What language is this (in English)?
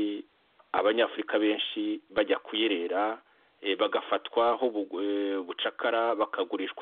Kinyarwanda